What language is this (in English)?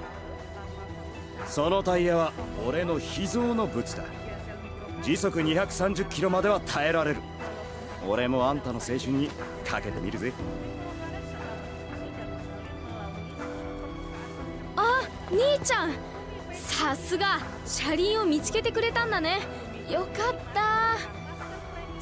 Japanese